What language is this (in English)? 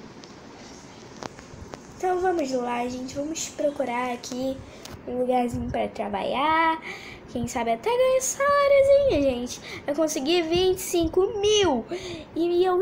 Portuguese